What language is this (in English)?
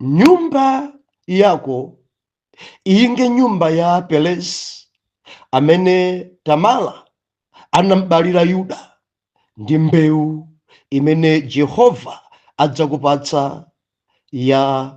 Nyanja